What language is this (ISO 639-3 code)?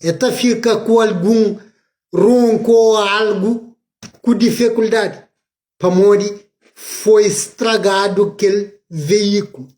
kea